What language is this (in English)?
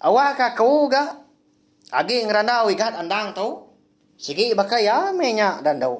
Iban